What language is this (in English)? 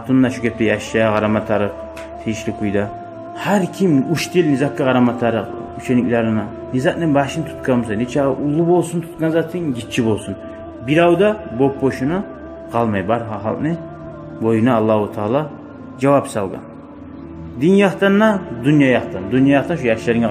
Kumyk